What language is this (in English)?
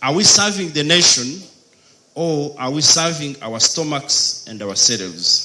Nyankole